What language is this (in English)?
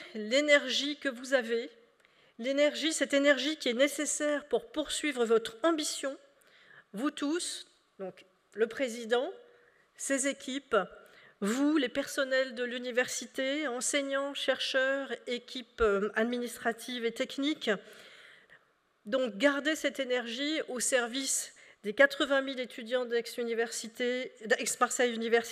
French